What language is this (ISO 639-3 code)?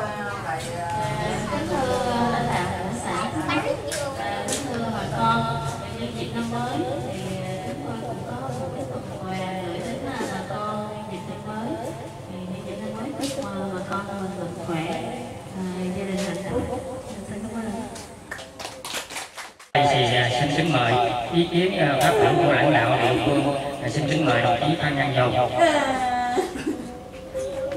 vie